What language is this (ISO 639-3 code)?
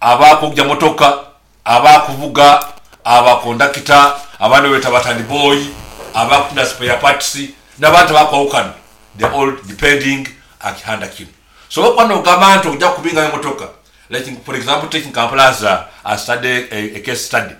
nyo